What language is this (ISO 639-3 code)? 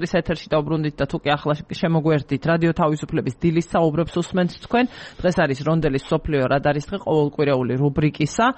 kat